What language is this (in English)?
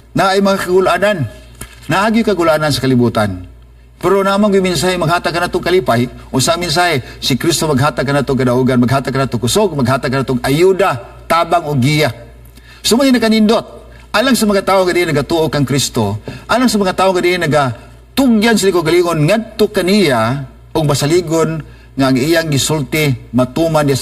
Cebuano